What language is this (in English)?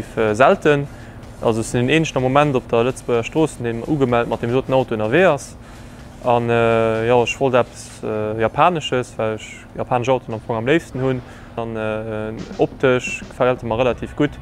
Luxembourgish